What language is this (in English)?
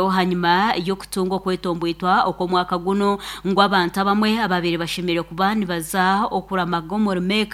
Nyankole